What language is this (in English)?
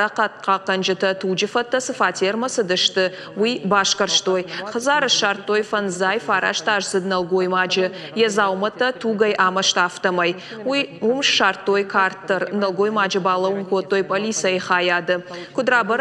Ossetic